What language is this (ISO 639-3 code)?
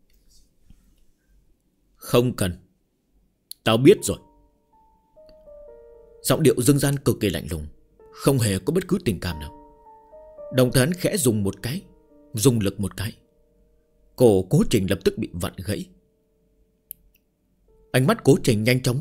vie